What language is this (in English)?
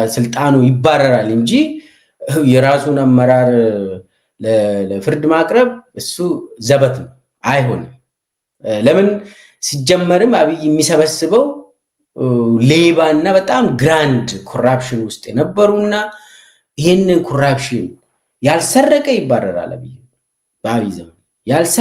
Amharic